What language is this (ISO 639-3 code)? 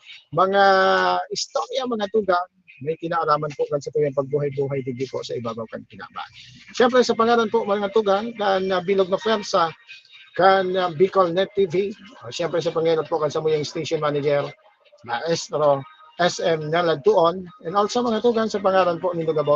bik